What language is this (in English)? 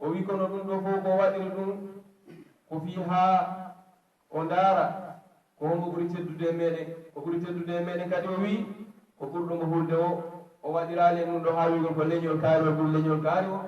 Pular